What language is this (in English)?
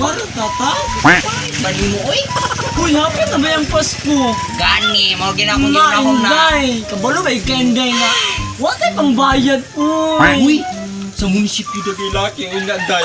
Cebuano